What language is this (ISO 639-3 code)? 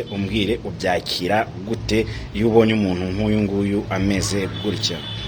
kin